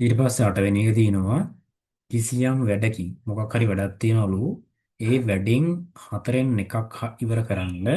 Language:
Sinhala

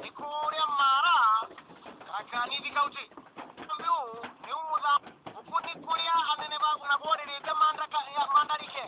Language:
Meru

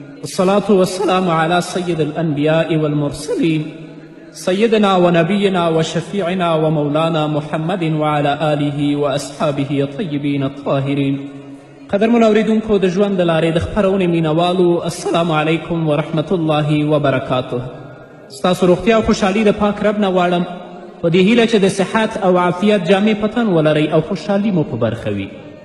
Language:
Pashto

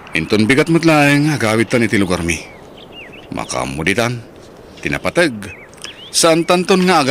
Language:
Iloko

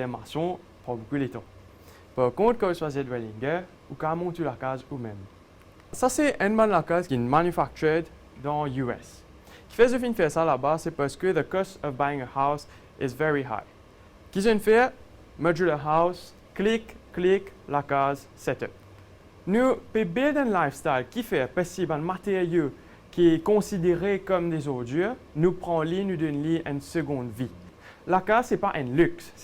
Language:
Morisyen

